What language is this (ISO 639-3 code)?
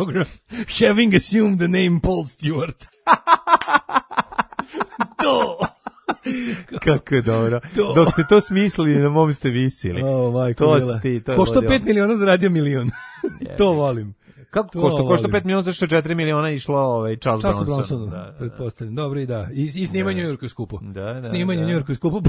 srp